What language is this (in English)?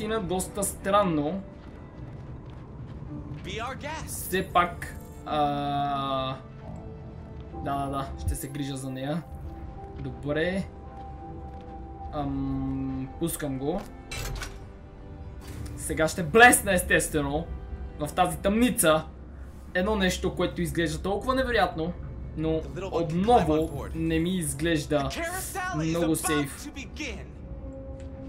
Bulgarian